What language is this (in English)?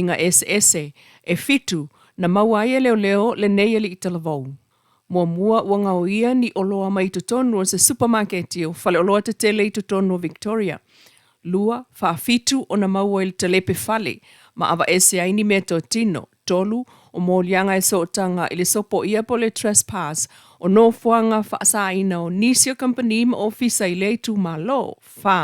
Samoan